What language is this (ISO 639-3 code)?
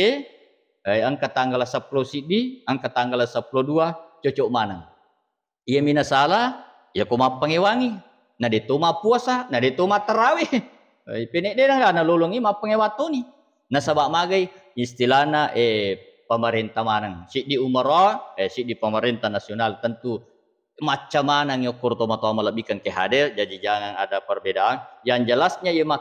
bug